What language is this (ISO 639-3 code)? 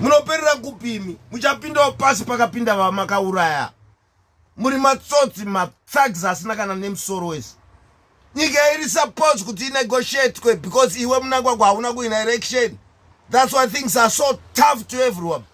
sna